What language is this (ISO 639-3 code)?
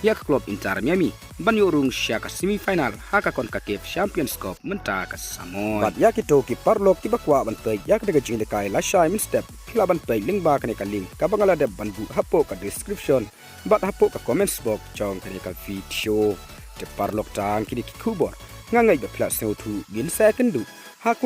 kha